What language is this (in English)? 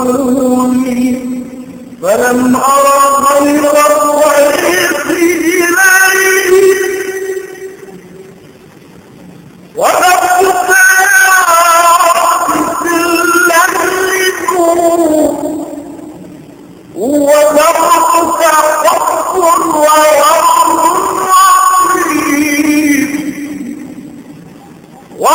Arabic